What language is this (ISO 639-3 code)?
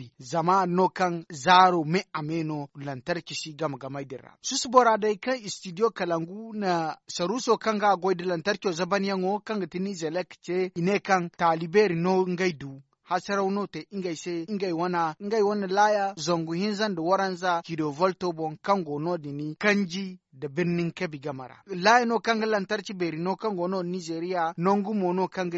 dje